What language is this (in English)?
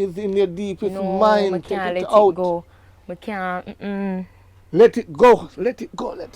Jamaican Creole English